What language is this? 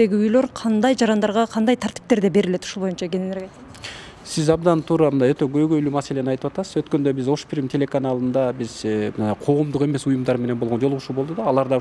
Kyrgyz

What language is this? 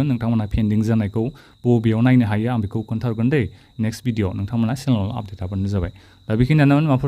Bodo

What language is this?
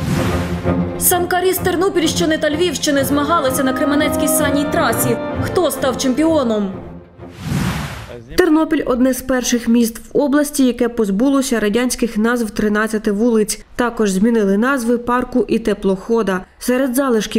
Ukrainian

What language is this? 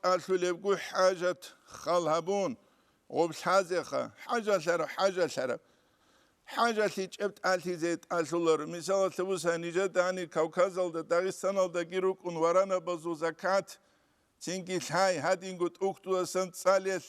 Avaric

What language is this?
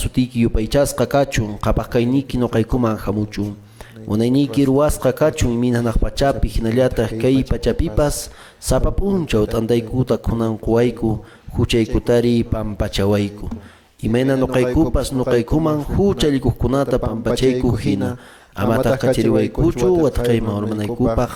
Quechua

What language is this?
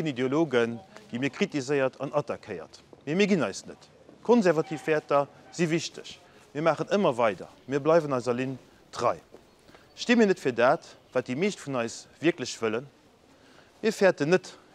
Luxembourgish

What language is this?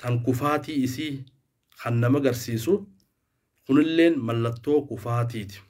Oromo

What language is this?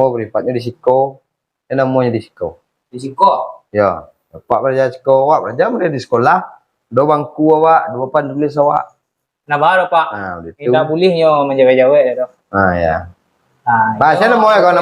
Minangkabau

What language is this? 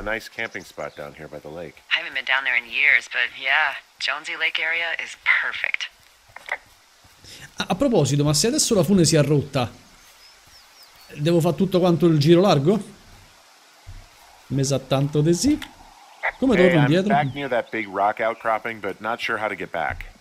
Italian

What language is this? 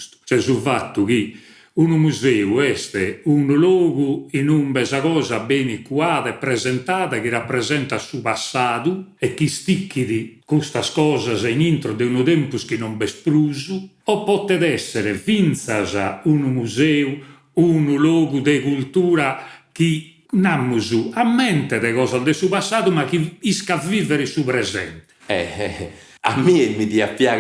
Sardinian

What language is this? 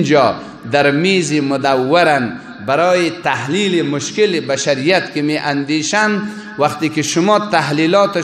Persian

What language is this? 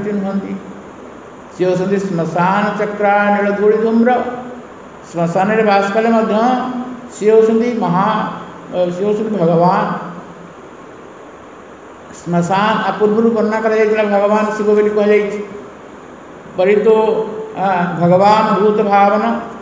Odia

